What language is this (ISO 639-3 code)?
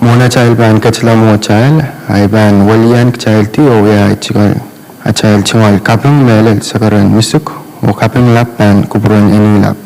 pon